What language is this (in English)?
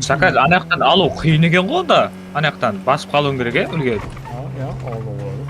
Kara-Kalpak